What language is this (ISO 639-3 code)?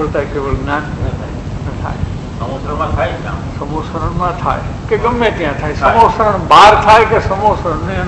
guj